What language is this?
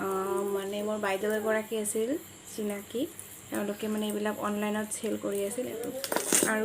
Assamese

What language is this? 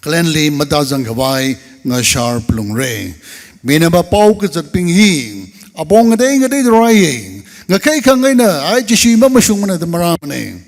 Tangkhul Naga (India)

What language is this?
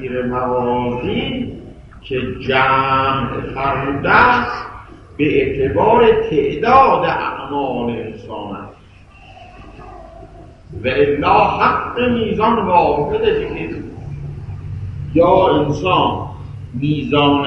Persian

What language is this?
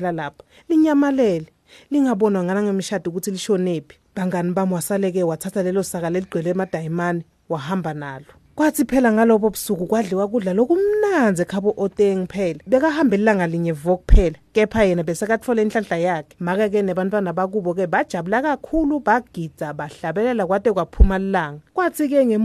Swati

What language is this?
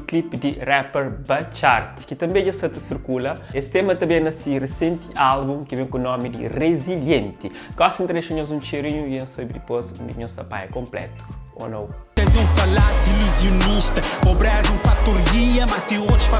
Kabuverdianu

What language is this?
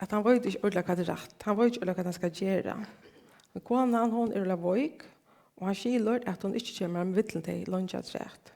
Faroese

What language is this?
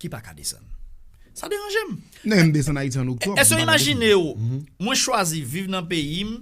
Haitian Creole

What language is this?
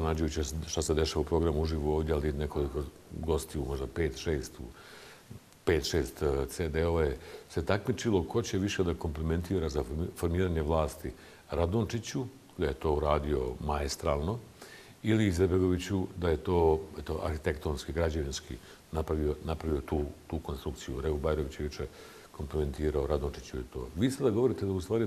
Bosnian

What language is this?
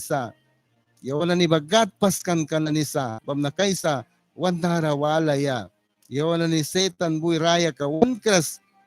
Mískito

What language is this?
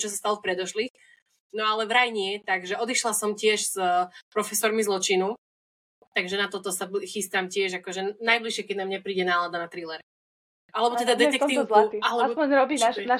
Slovak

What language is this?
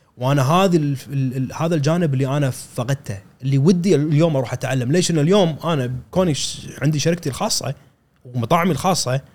Gulf Arabic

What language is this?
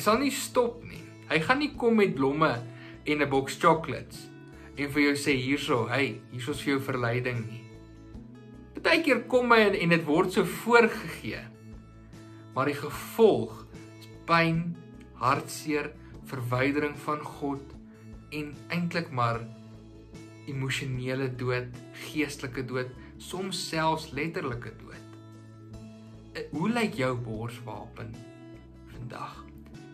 Afrikaans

